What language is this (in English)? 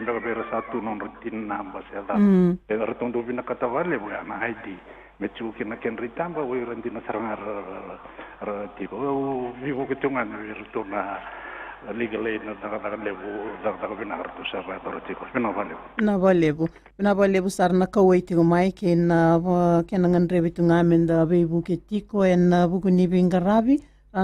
Fijian